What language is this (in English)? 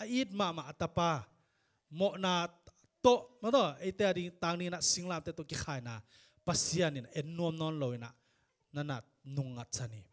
Tedim Chin